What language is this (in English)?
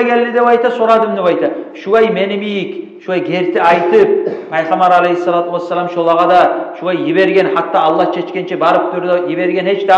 Kumyk